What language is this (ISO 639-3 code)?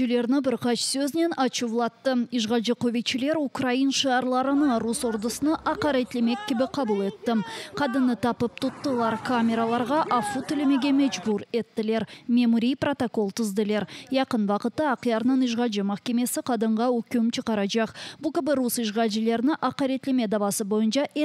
crh